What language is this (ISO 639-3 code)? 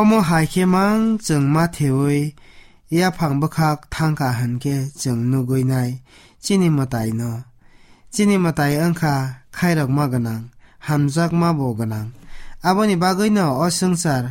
trp